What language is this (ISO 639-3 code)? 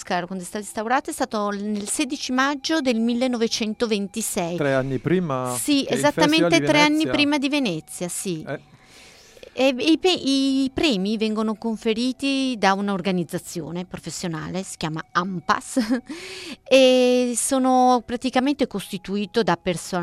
ita